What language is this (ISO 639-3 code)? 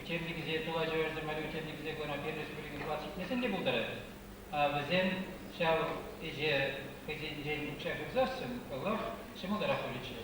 chv